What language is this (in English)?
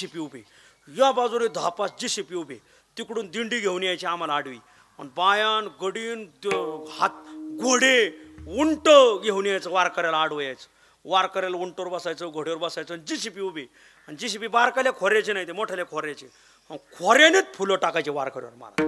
Marathi